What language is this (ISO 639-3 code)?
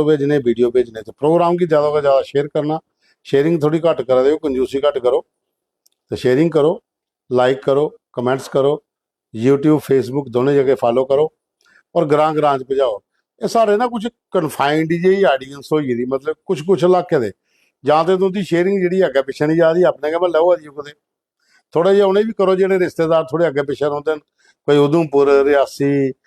doi